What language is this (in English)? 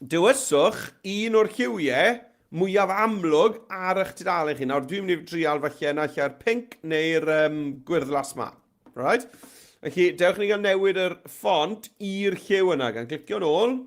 Welsh